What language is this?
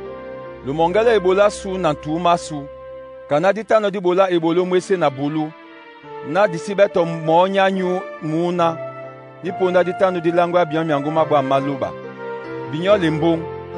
Duala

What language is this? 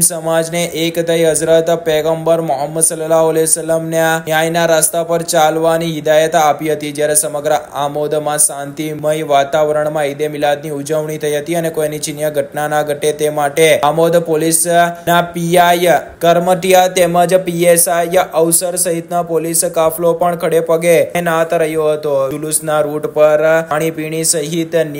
Gujarati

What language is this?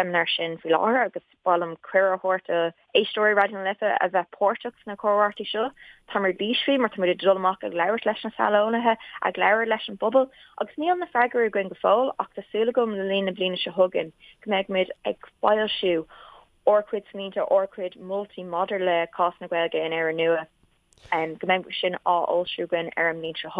Irish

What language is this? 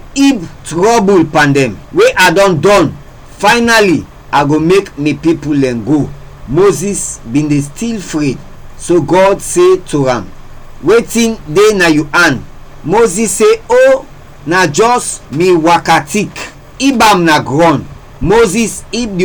Krio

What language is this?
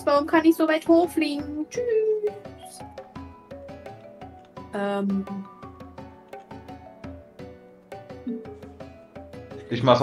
German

